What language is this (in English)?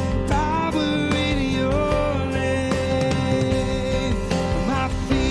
Ewe